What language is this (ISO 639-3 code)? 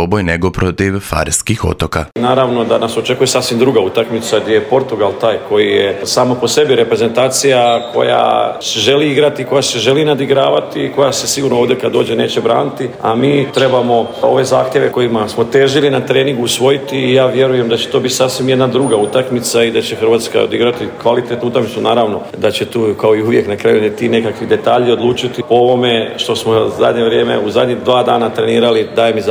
hrv